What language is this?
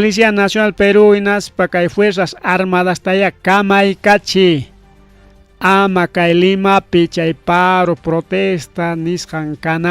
Ayacucho Quechua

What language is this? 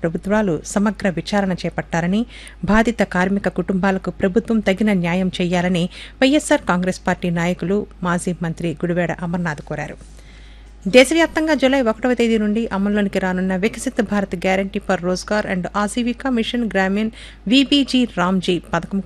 Telugu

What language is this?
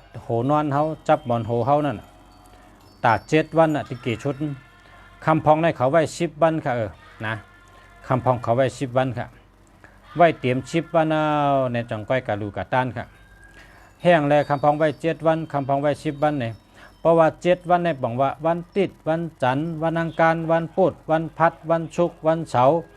Shan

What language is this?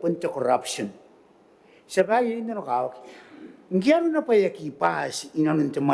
Gilbertese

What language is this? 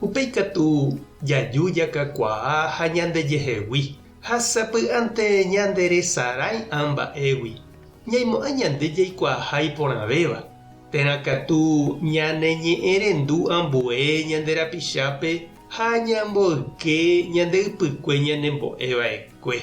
Guarani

